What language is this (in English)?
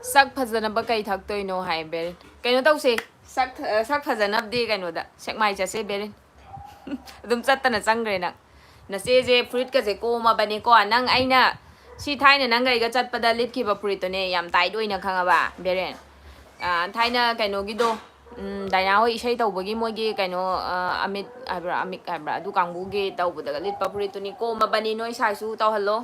Manipuri